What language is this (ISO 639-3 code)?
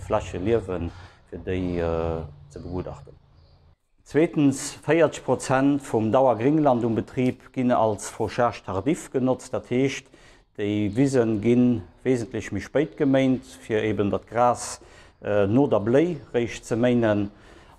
ltz